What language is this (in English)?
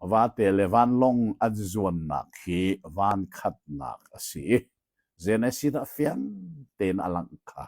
Hakha Chin